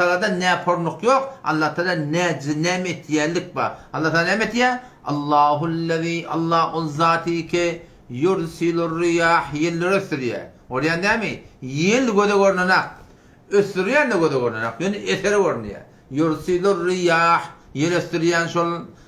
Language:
Turkmen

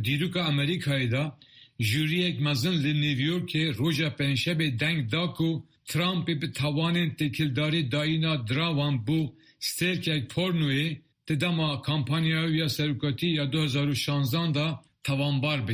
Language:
Kurdish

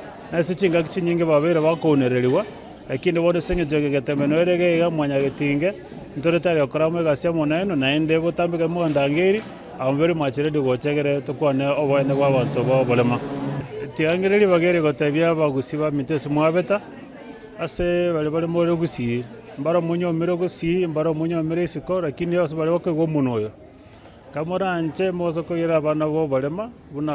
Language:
Gusii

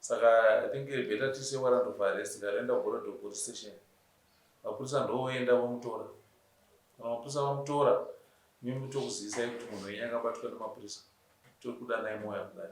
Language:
Shona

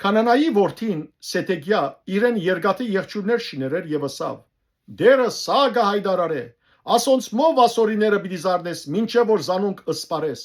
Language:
Western Armenian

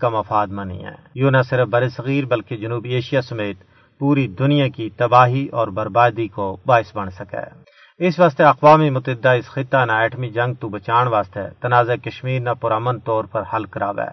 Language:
Gujari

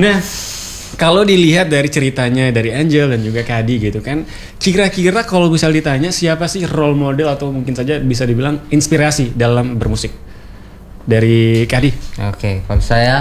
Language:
Indonesian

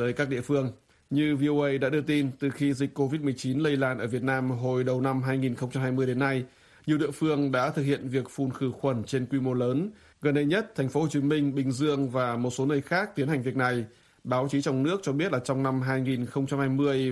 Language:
Vietnamese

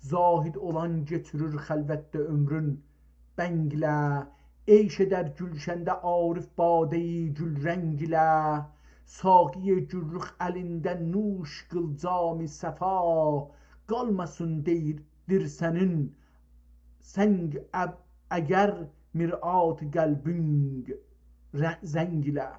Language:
South Azerbaijani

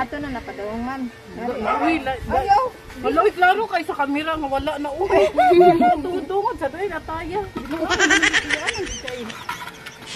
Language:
Cebuano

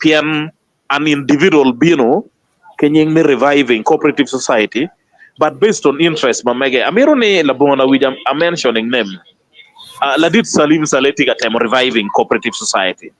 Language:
Acoli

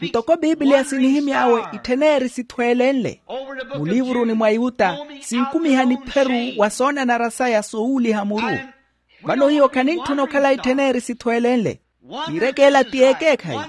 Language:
Makhuwa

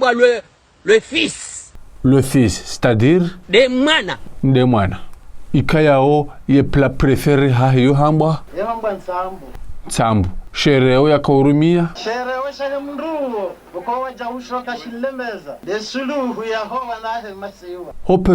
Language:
Ngazidja Comorian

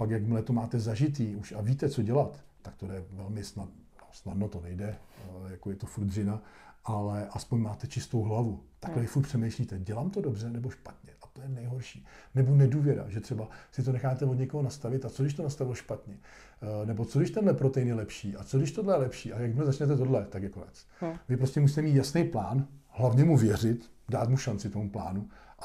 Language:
Czech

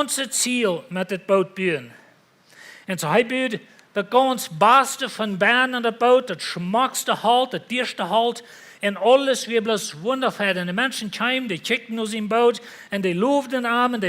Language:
Plautdietsch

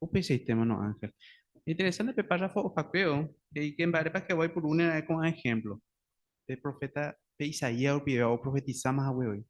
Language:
Guarani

